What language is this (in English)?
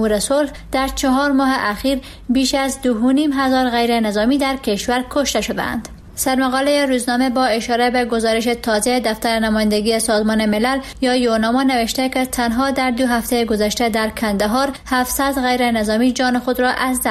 Persian